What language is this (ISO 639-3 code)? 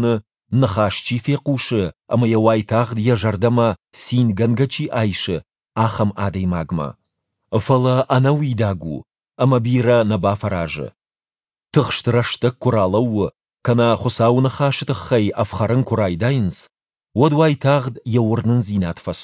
oss